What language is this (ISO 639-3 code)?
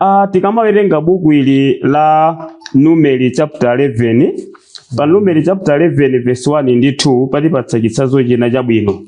nya